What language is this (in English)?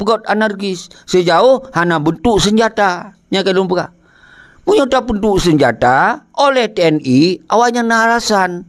Achinese